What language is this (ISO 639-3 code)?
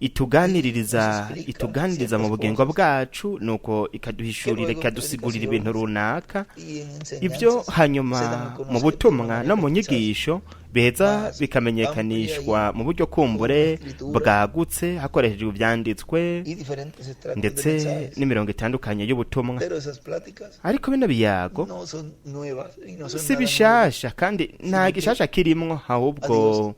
run